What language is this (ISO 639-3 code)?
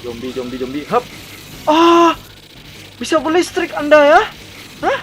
bjn